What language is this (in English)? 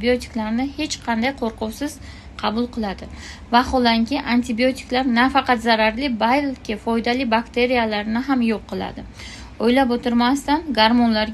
Uzbek